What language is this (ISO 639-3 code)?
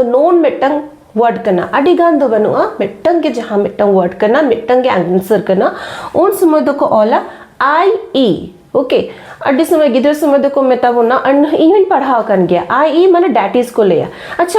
sat